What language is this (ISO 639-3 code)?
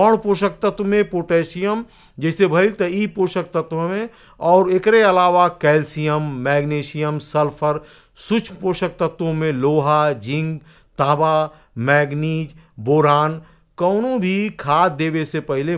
bho